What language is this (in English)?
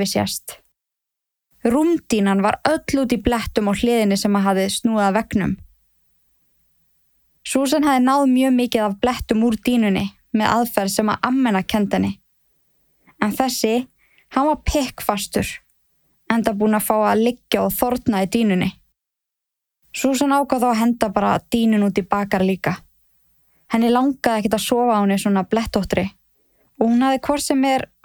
Icelandic